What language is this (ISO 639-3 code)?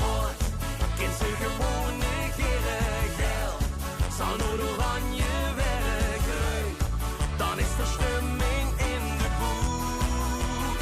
lim